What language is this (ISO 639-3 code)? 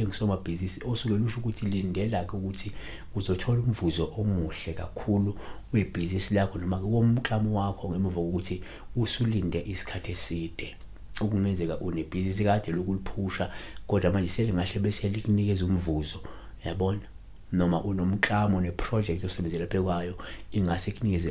zul